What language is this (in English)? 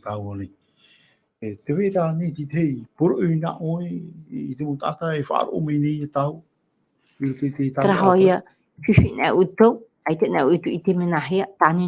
Tahitian